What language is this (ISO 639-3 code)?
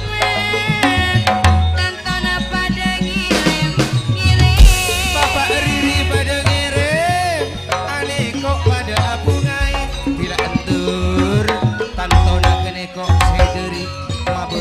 mad